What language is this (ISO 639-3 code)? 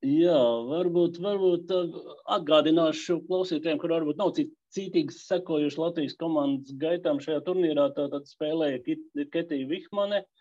lav